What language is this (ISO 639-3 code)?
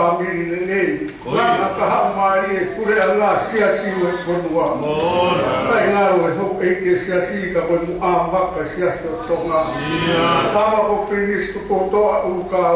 ton